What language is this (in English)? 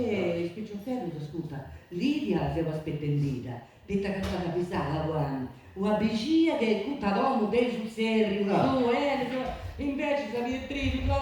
Sardinian